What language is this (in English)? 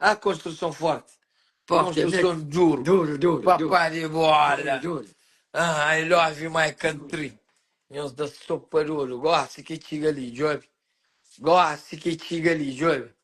Kabuverdianu